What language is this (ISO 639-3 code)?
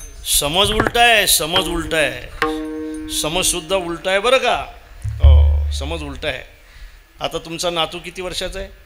mar